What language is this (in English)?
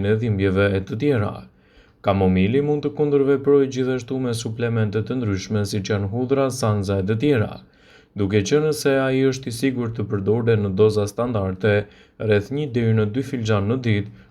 Albanian